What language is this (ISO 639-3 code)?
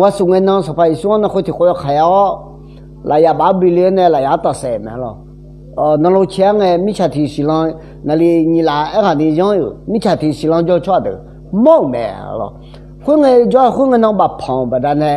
ahk